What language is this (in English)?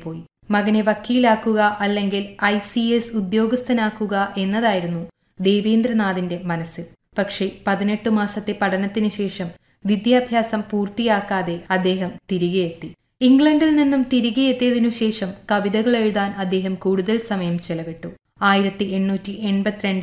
Malayalam